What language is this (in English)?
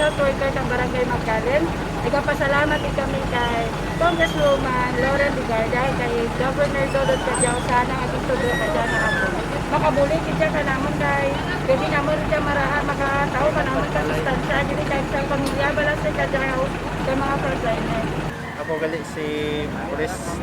Kinaray-a